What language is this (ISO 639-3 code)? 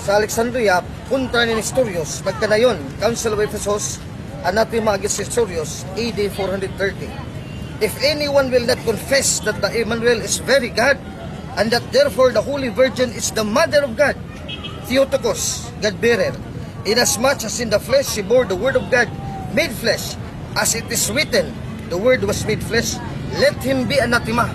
ceb